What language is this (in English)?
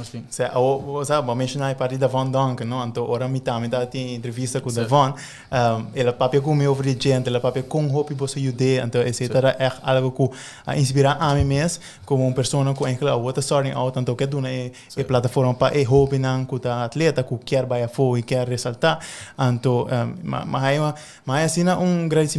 Papiamento